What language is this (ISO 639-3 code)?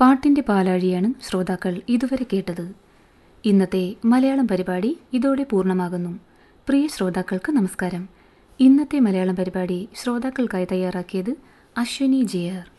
mal